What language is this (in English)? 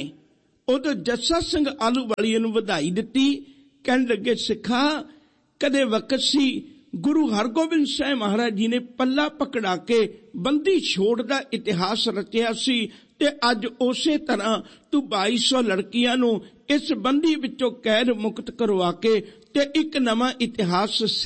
Punjabi